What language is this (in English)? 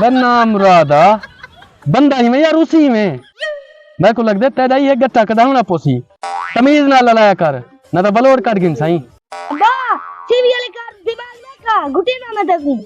Saraiki